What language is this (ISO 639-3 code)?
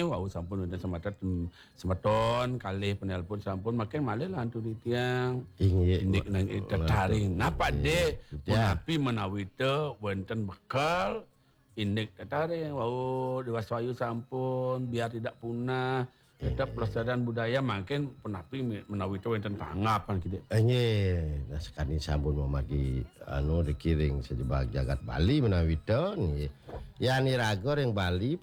ban